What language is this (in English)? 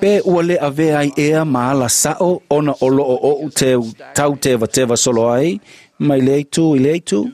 Samoan